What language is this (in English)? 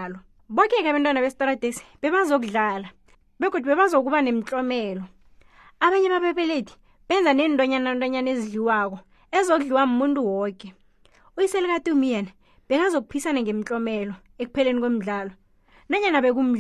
South Ndebele